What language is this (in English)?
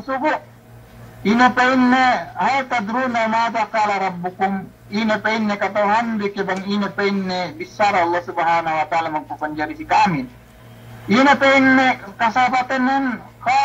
Yakan